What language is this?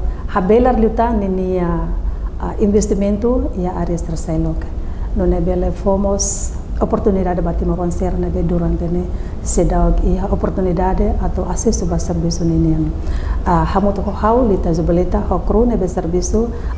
Tetum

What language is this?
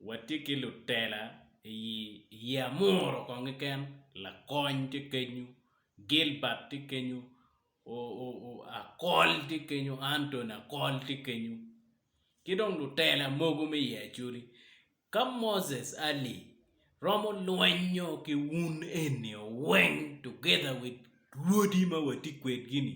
Acoli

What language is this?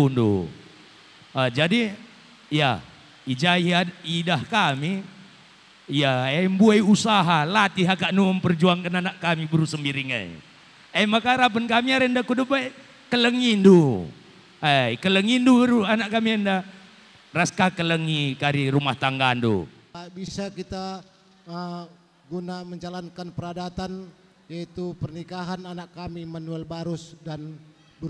Batak Karo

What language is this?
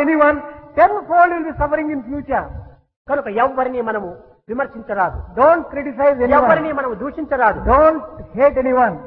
Telugu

